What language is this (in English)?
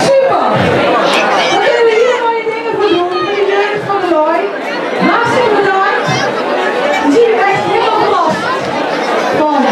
Limburgish